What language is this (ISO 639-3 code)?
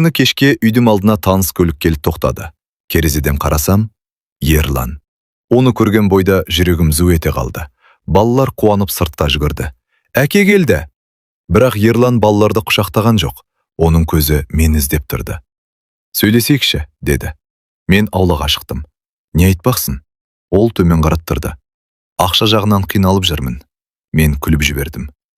kaz